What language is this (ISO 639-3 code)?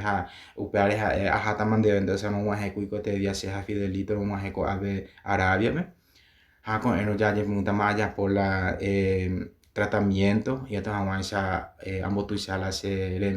grn